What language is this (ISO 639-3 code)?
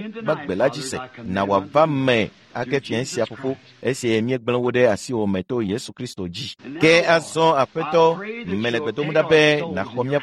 ewe